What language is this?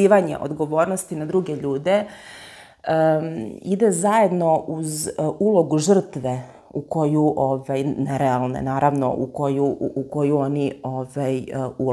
Serbian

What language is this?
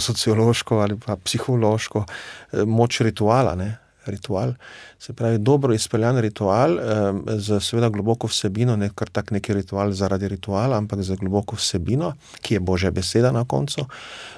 Slovenian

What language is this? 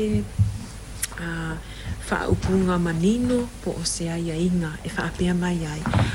Samoan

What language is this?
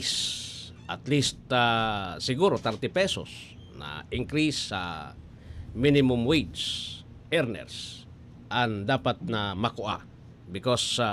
Bikol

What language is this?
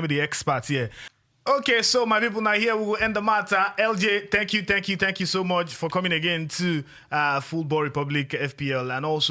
Nigerian Pidgin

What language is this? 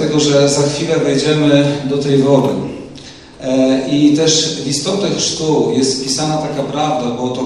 Polish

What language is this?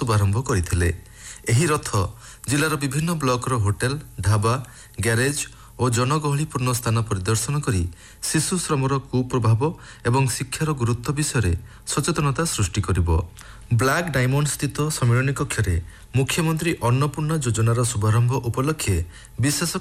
Odia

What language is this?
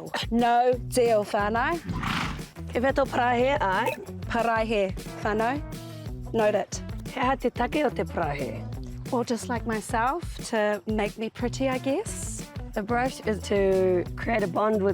Māori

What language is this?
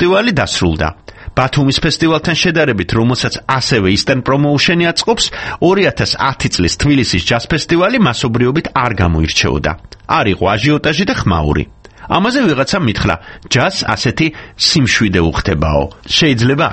Georgian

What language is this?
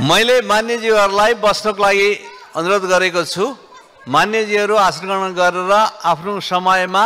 Nepali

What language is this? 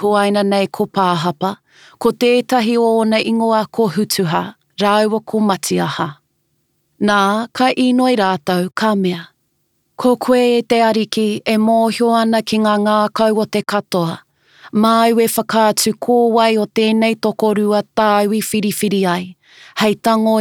Māori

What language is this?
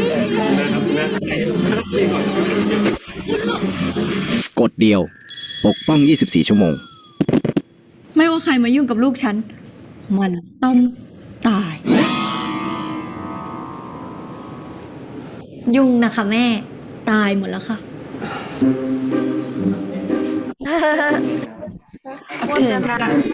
Thai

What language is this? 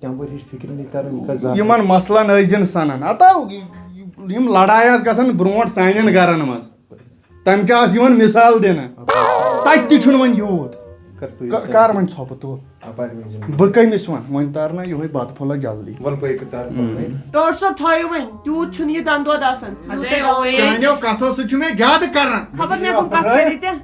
Kashmiri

